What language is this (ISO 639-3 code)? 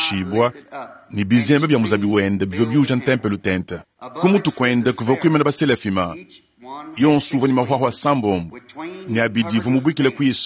lua